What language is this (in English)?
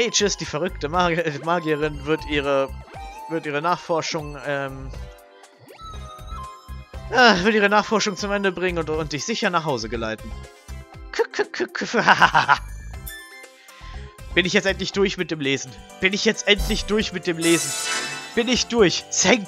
German